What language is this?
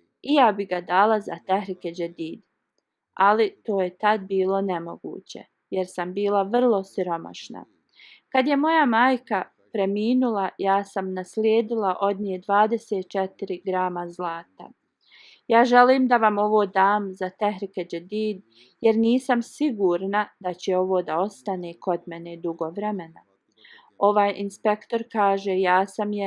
Bosnian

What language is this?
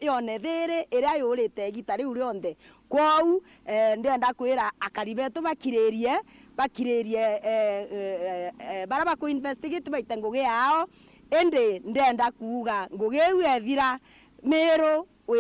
Meru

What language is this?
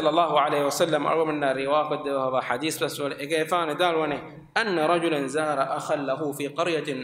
Divehi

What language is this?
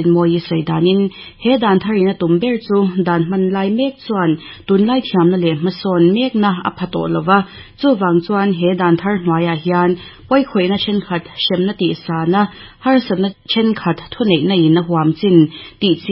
Mizo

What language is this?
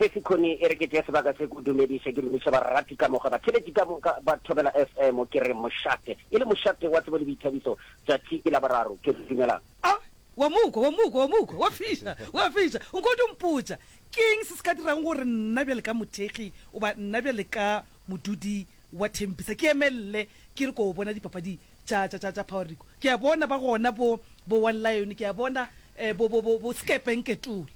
Northern Sotho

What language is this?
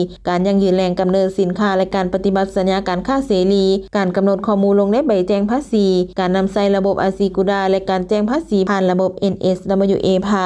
Lao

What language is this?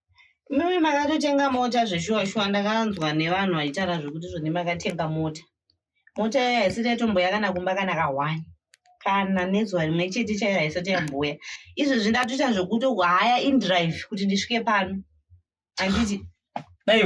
Shona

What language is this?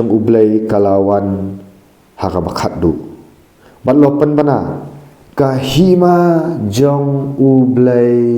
Khasi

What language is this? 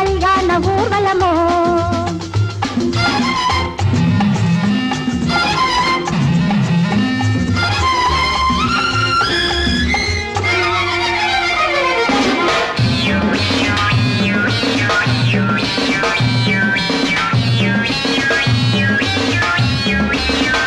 Tamil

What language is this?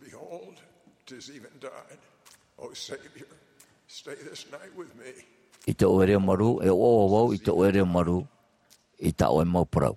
Tahitian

